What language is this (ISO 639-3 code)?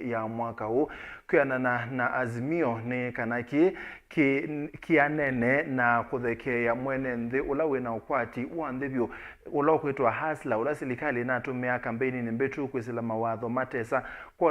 kam